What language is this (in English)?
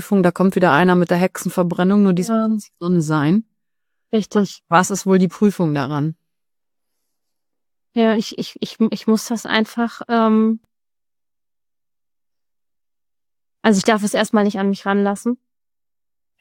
German